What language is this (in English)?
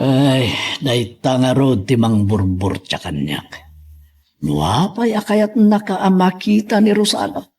Iloko